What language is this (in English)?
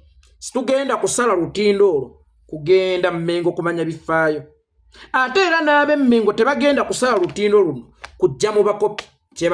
Ganda